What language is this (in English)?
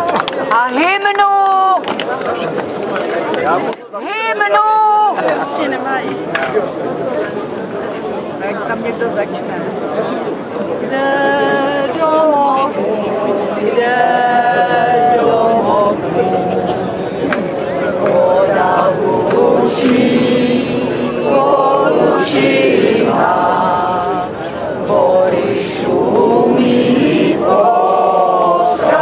Czech